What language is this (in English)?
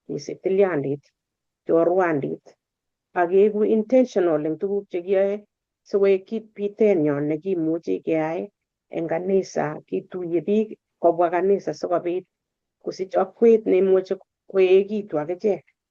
Kalenjin